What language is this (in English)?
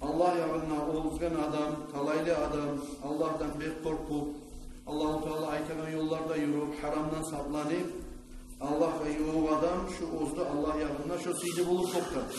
Kumyk